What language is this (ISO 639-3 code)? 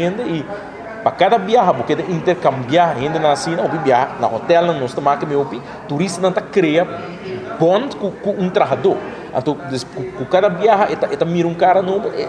pap